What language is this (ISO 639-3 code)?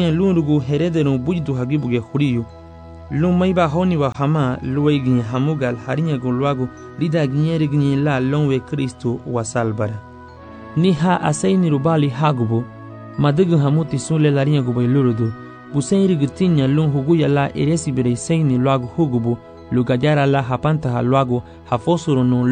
cab